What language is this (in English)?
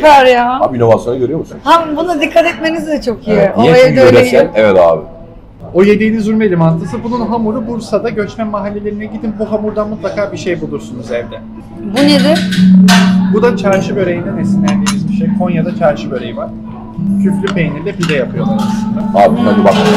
Turkish